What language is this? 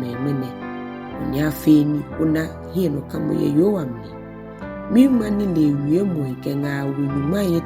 Ga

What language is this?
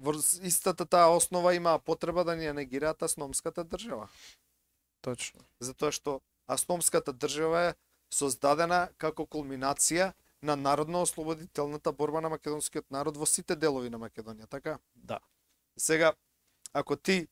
Macedonian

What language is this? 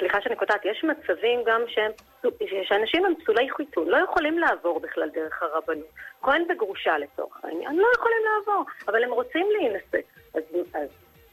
Hebrew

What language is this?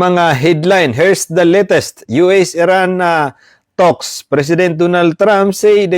Maranao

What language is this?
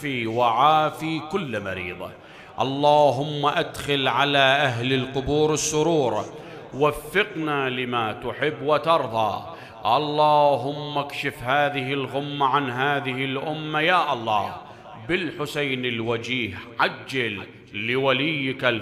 Mesopotamian Arabic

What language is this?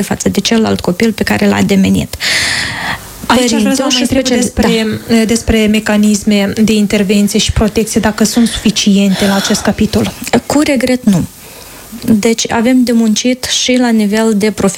Romanian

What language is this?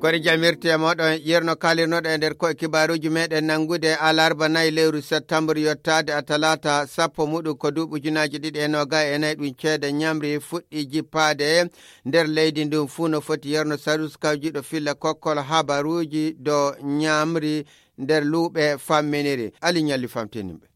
Nigerian Fulfulde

